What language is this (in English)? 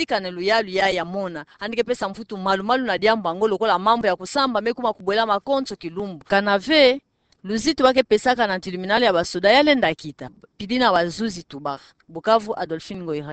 Kituba (Democratic Republic of Congo)